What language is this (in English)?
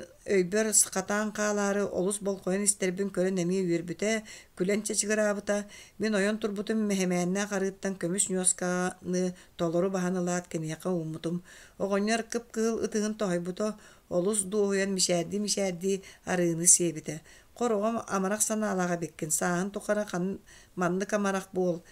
Yakut